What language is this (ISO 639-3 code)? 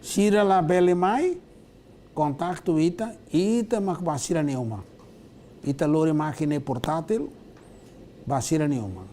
tet